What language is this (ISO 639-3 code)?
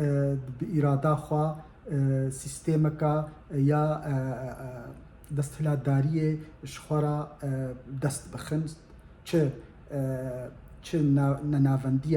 kur